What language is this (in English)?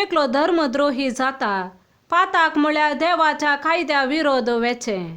Konkani